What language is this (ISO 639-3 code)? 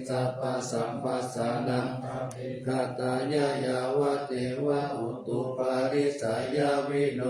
pli